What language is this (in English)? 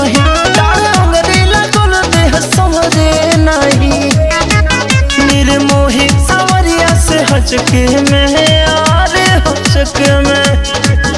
Bhojpuri